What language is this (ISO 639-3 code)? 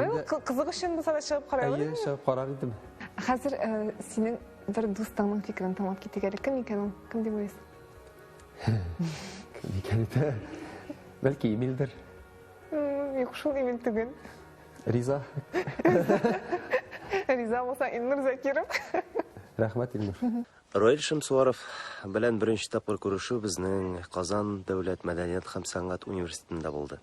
tat